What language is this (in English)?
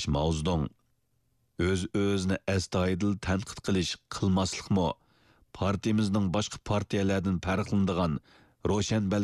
Uyghur